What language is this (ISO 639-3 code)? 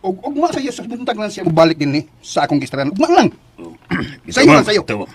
ceb